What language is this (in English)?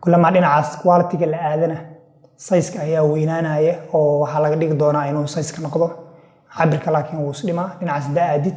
Somali